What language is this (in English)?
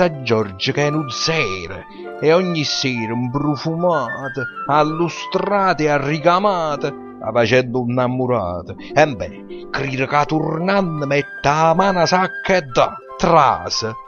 Neapolitan